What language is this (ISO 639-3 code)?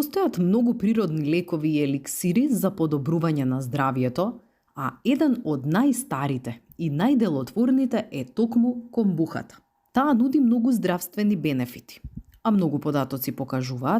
mkd